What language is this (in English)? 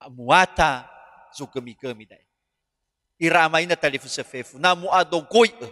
Nias